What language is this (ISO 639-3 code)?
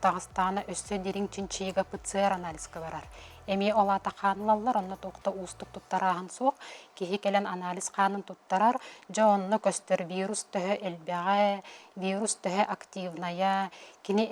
sah